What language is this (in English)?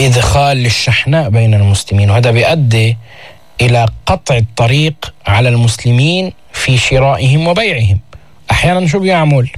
North Levantine Arabic